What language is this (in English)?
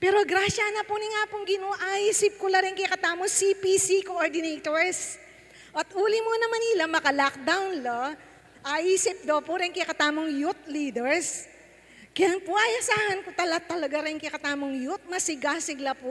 Pampanga